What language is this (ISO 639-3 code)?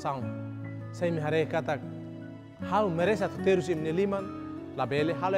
tet